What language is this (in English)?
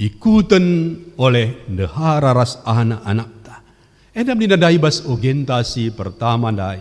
Batak Karo